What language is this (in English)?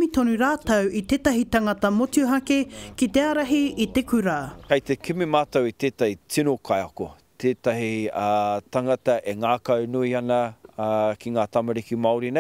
Māori